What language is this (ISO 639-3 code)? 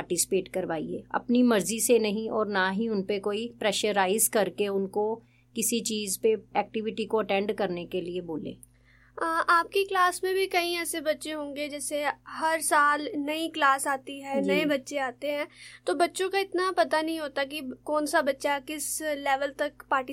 hin